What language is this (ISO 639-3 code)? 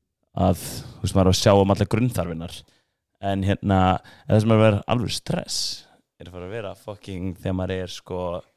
isl